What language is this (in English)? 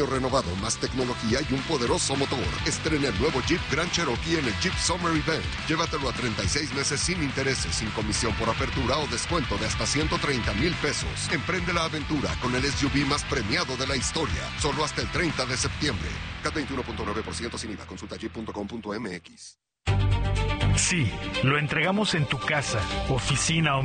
Spanish